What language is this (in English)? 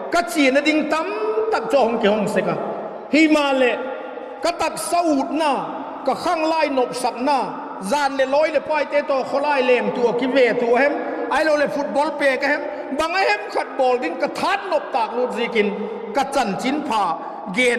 Vaiphei